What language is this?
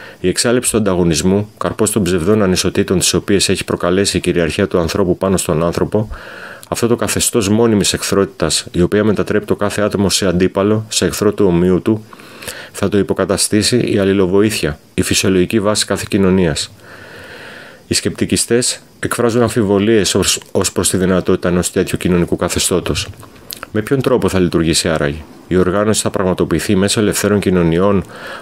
Greek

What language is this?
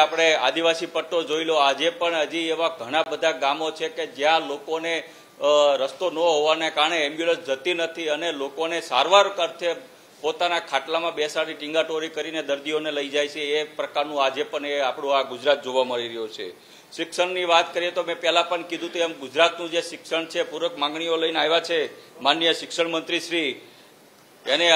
Gujarati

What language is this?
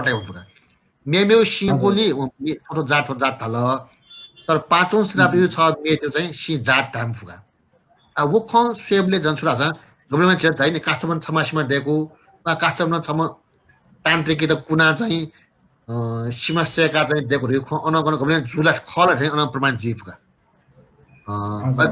Newari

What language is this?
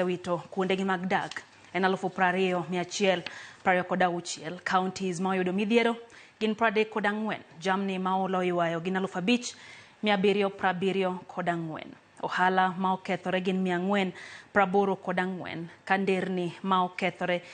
Luo (Kenya and Tanzania)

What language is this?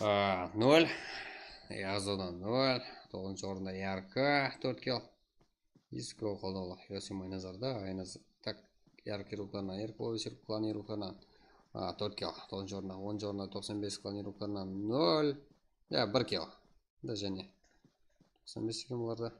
Kara-Kalpak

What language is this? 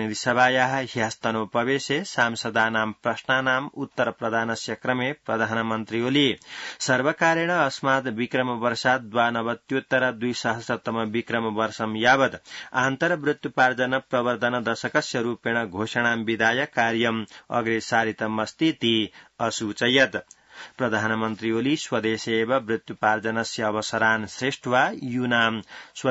Sanskrit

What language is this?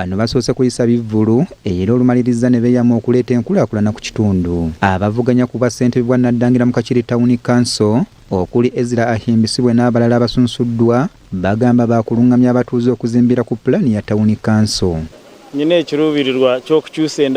Ganda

